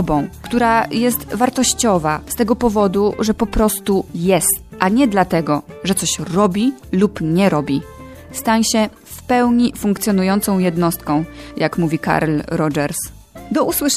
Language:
Polish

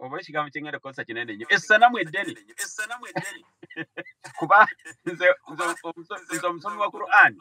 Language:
Ganda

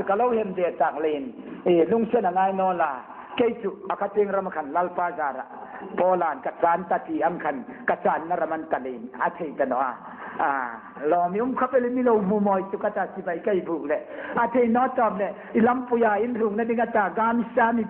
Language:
Hmar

